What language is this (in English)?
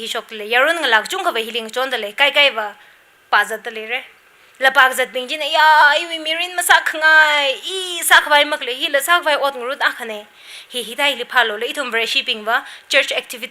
Tangkhul Naga (India)